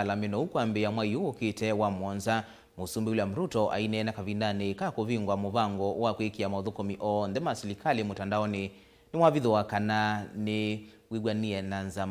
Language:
Kamba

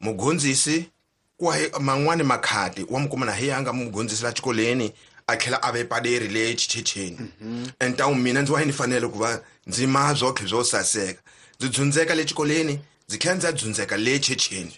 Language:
Tsonga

